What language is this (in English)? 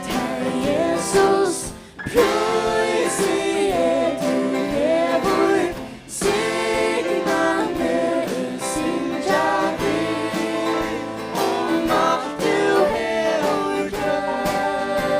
Faroese